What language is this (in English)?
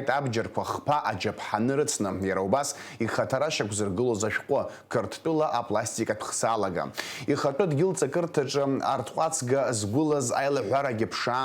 Abkhazian